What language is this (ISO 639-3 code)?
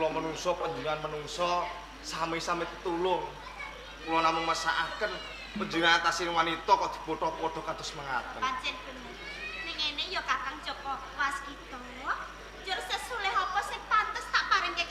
jav